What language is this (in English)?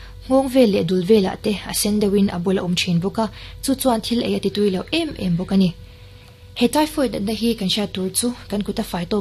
Mizo